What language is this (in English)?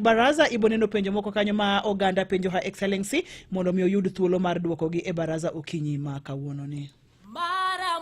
Luo (Kenya and Tanzania)